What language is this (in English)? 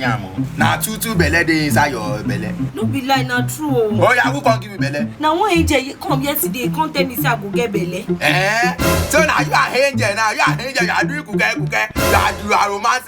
Nigerian Pidgin